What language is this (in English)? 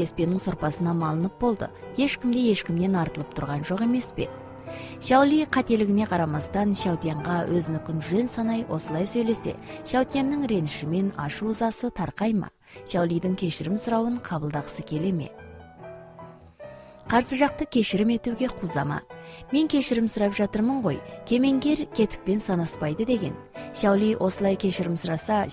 Kazakh